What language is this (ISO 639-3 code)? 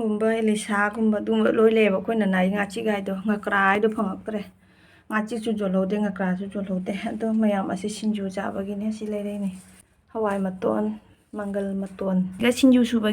mni